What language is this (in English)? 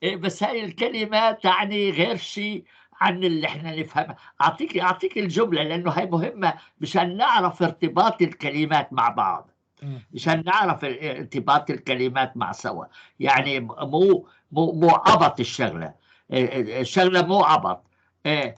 North Levantine Arabic